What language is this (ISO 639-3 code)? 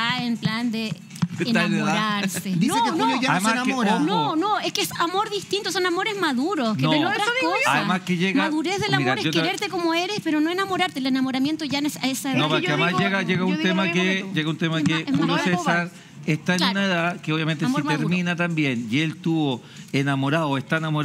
spa